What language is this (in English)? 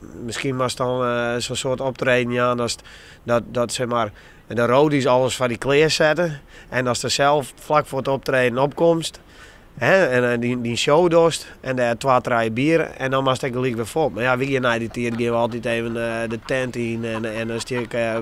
Western Frisian